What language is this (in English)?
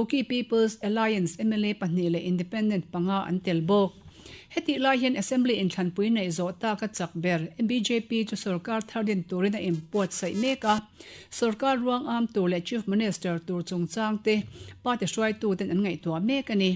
Mizo